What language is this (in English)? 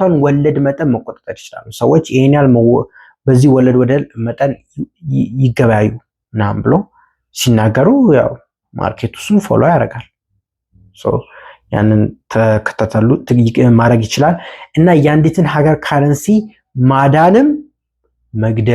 Amharic